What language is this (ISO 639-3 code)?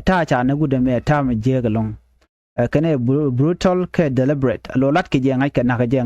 nus